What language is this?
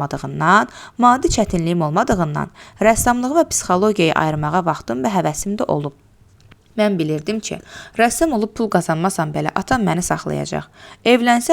Azerbaijani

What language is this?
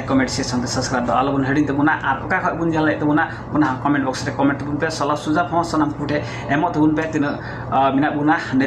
Santali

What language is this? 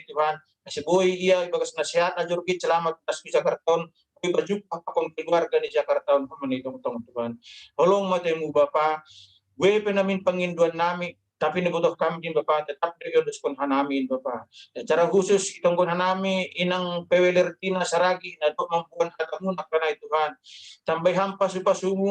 Batak Simalungun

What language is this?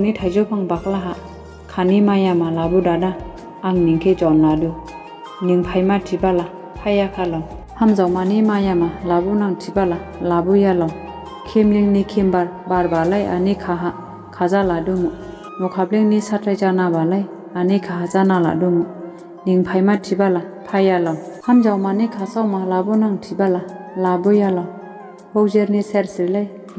Dimasa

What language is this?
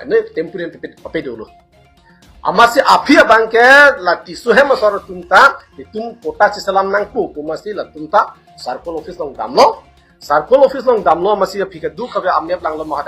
Karbi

